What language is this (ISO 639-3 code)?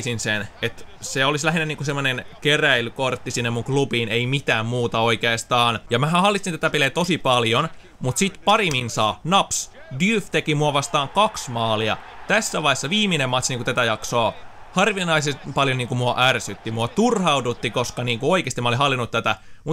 fin